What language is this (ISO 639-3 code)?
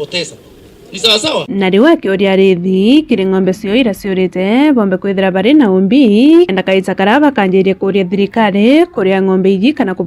mer